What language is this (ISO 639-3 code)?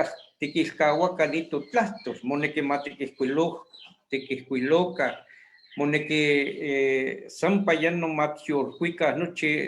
nhe